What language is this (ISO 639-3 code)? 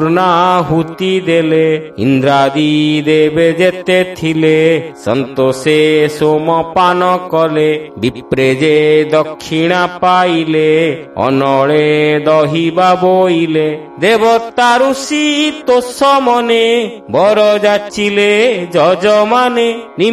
ori